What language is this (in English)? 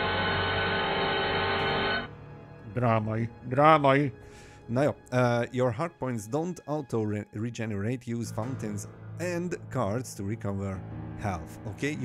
Hungarian